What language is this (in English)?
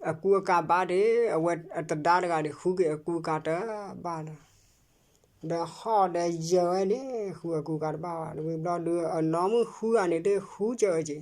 S'gaw Karen